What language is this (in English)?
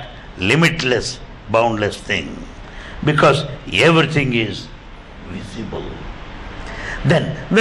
English